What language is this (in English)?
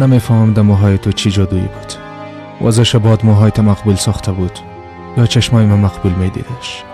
Persian